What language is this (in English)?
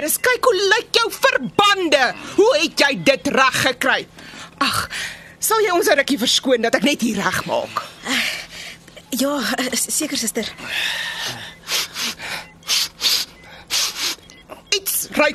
Afrikaans